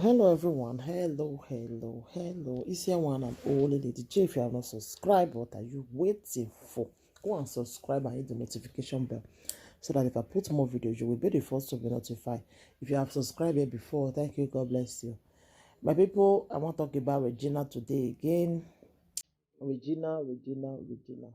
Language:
Nigerian Pidgin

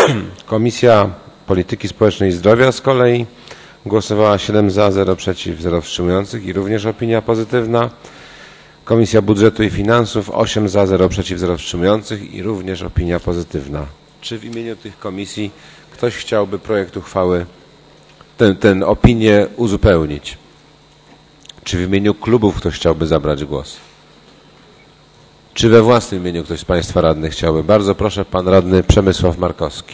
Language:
Polish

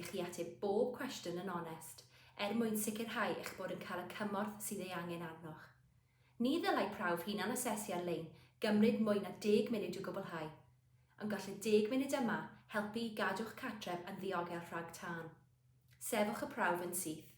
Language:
Welsh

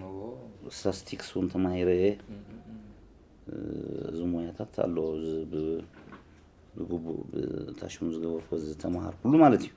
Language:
Tigrinya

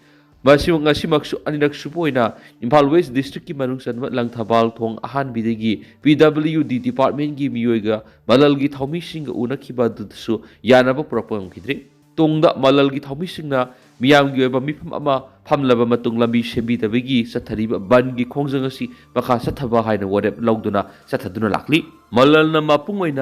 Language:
Manipuri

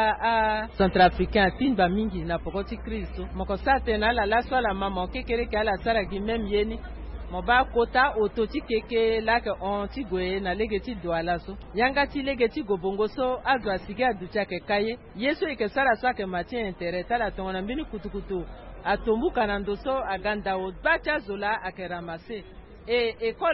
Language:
Sango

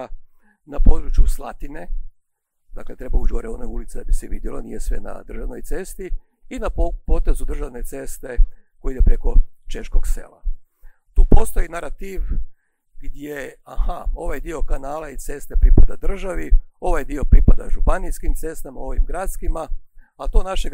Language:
Croatian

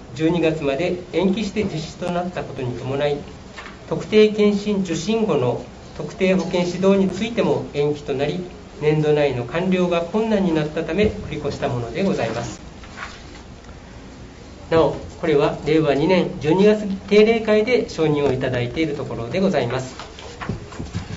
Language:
Japanese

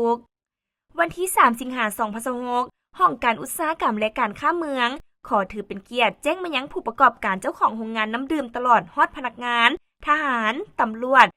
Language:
Lao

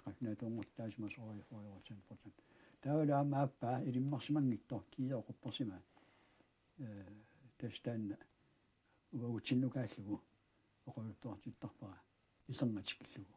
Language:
Kalaallisut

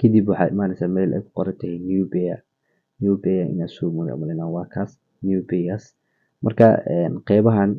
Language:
Somali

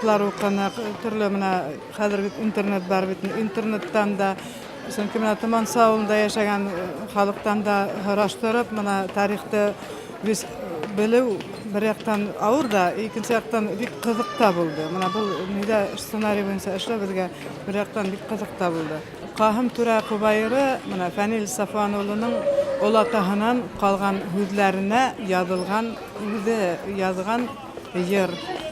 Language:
Bashkir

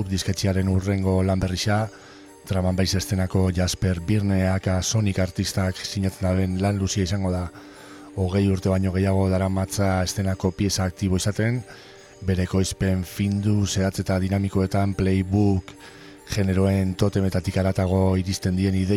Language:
Basque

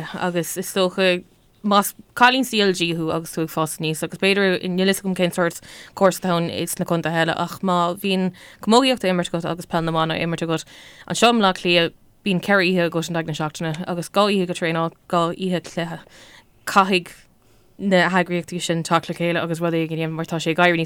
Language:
Irish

